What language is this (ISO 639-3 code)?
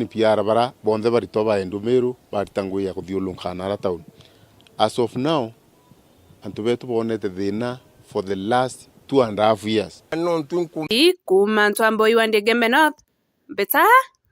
mer